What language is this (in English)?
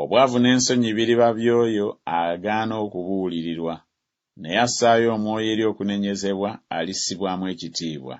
Ganda